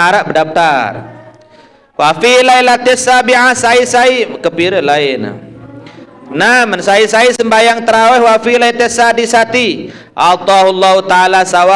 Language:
Sasak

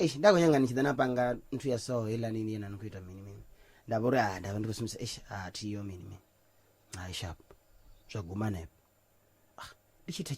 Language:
Venda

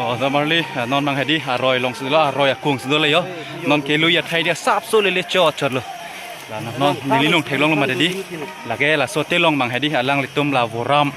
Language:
Karbi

